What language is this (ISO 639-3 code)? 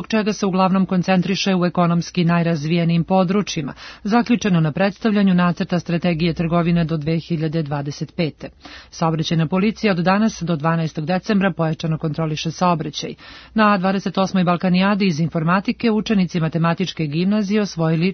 srp